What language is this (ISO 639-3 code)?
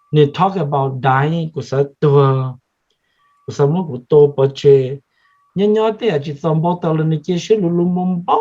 hmn